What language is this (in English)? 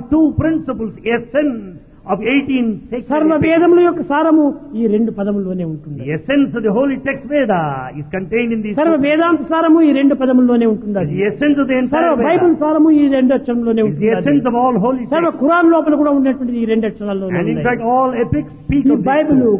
Telugu